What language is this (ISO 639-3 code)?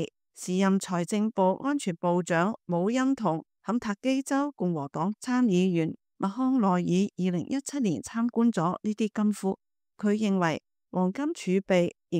yue